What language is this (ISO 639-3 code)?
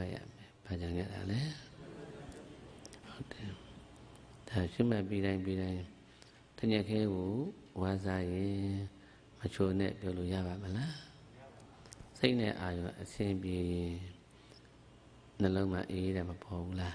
mya